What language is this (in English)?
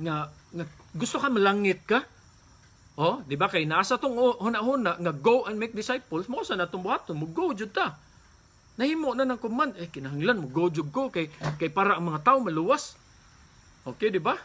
Cebuano